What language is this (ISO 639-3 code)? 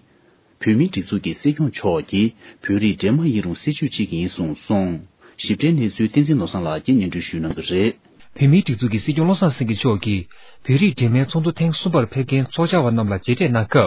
bod